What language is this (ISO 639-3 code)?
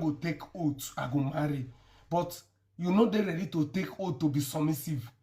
pcm